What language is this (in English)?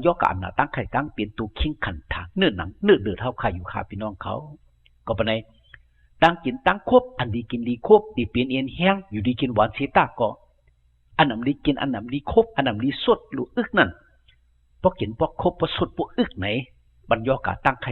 Shan